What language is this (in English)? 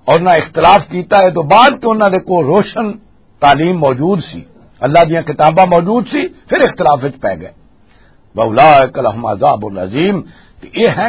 Western Panjabi